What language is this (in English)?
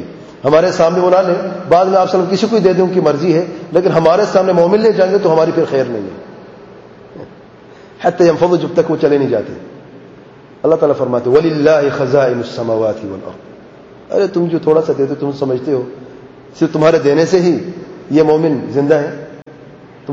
Urdu